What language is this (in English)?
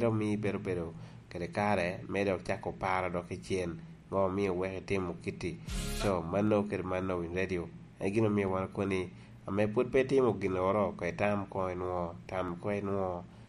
Lango (Uganda)